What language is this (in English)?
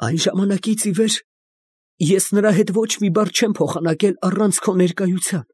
Armenian